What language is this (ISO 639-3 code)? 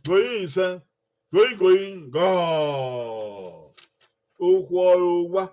bin